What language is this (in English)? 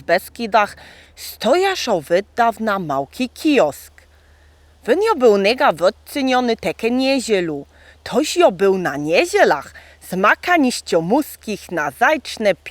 Lower Sorbian